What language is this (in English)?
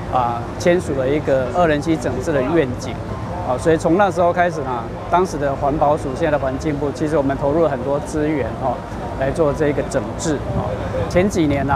Min Nan Chinese